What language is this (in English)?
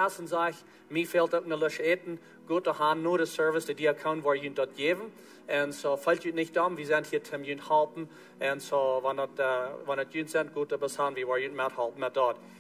Plautdietsch